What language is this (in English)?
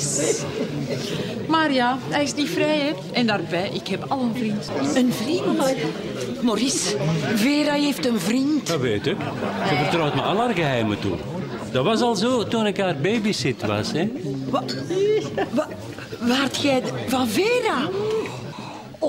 Dutch